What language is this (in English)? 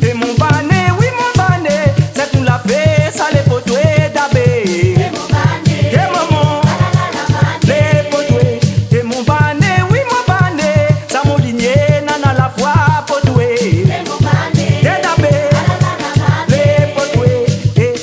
Réunion Creole French